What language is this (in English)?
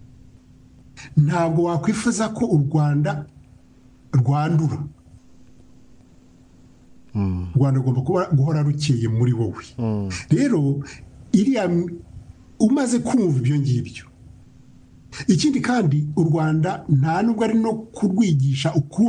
Kinyarwanda